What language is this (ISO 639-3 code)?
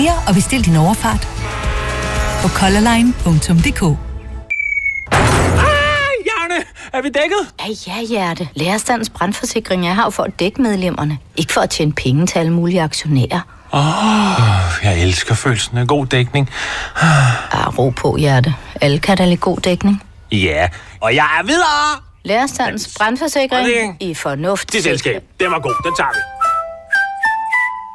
dan